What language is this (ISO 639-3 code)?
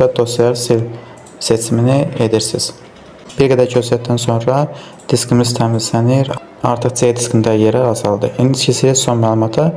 aze